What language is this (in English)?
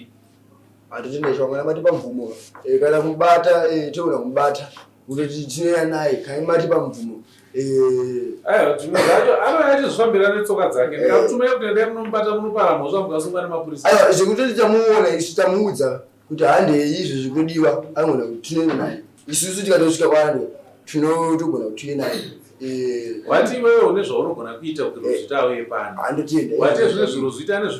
Shona